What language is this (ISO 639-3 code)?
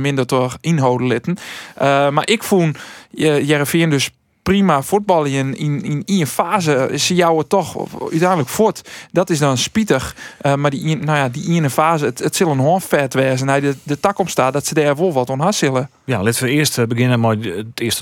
fry